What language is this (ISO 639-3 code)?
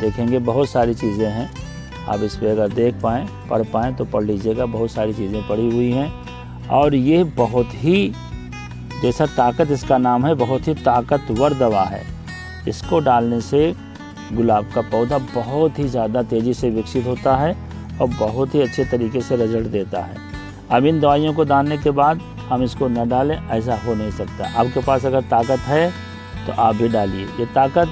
hin